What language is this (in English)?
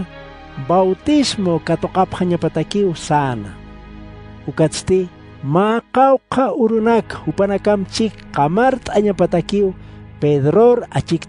Aymara